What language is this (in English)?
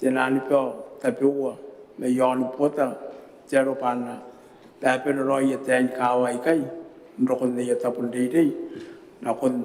Gilbertese